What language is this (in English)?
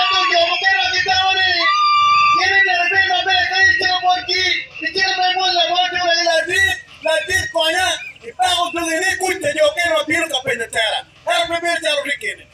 Acoli